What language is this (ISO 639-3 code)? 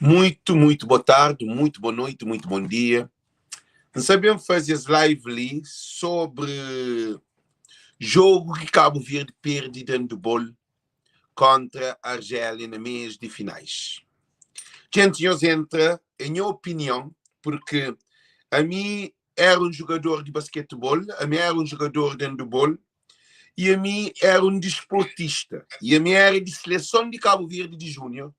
kea